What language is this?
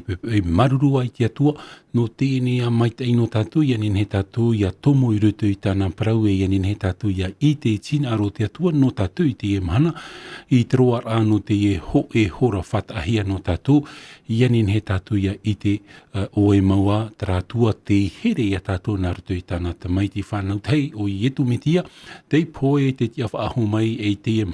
Tahitian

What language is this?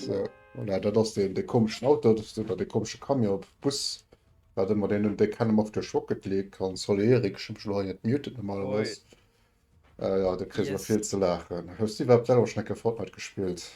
Luxembourgish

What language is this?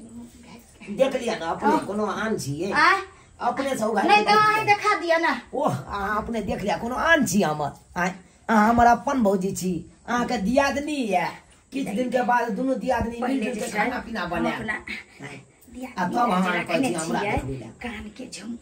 Maithili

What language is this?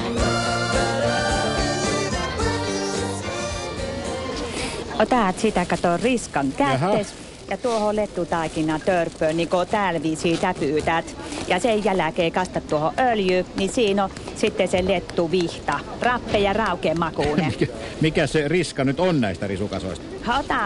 Finnish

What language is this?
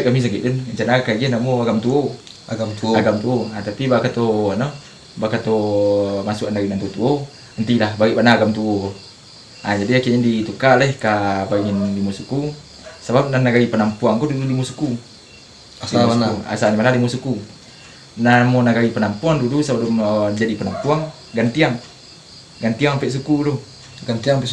Minangkabau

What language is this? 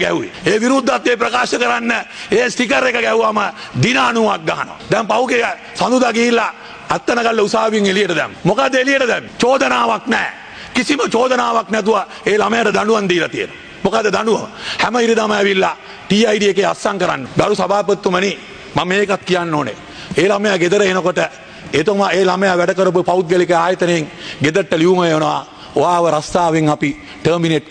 Sinhala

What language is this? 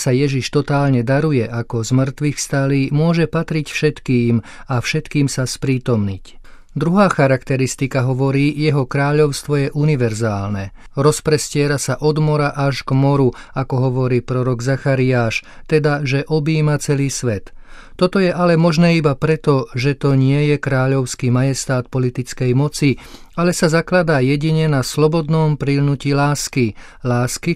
Slovak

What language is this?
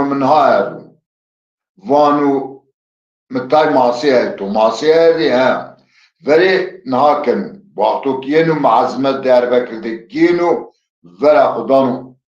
Zaza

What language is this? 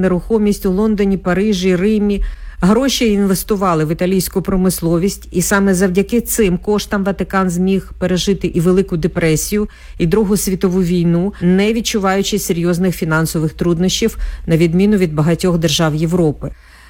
Ukrainian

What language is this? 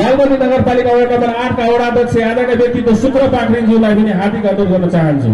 Nepali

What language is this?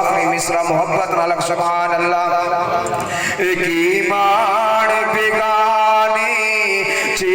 Saraiki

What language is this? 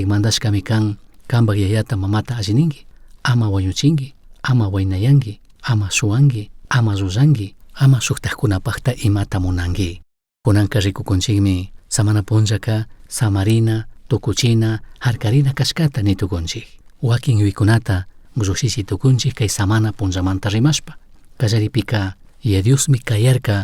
Chimborazo Highland Quichua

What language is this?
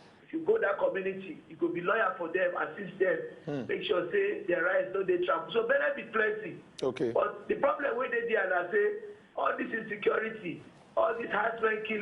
Nigerian Pidgin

